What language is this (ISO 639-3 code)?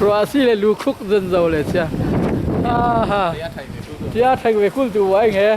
cfm